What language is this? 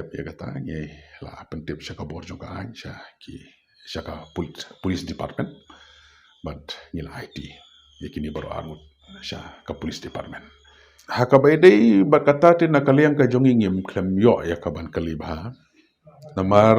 Khasi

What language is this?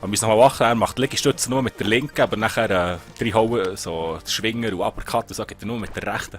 Swiss German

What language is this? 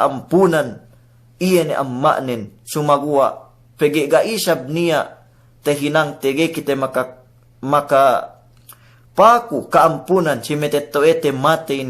Yakan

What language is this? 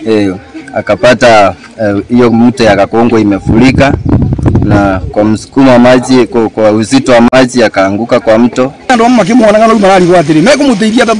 Kikuyu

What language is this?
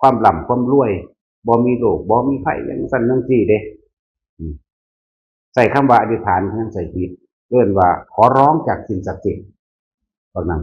Northeastern Thai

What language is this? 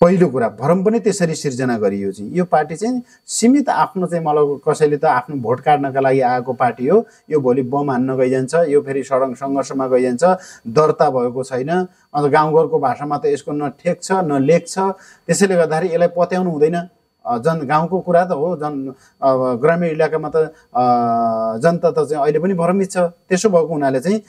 Nepali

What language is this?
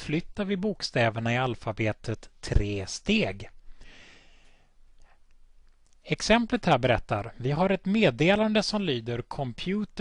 Swedish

